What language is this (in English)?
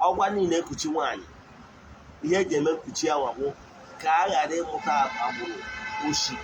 Igbo